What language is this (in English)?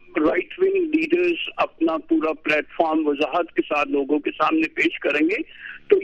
Urdu